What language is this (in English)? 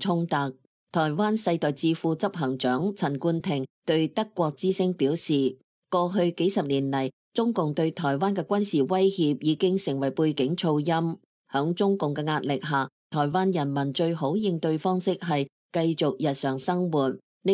Cantonese